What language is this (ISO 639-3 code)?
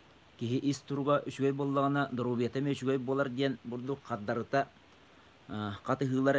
sah